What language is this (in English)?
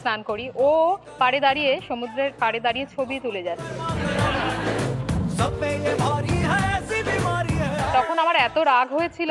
Bangla